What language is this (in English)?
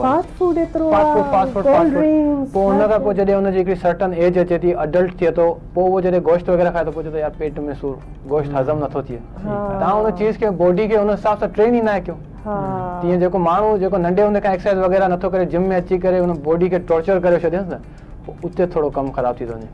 Sindhi